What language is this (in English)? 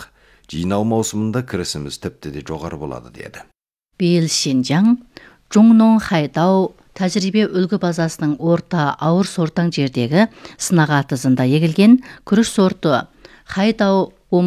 Kazakh